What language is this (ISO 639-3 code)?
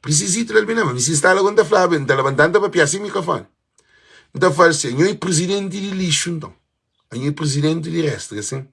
kea